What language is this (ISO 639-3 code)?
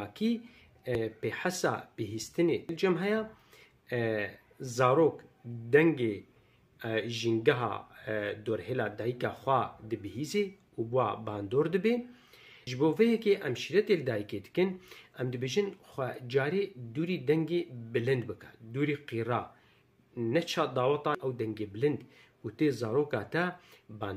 kur